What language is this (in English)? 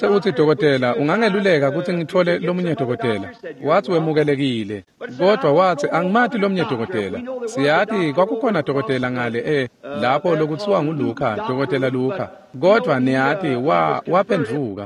Swati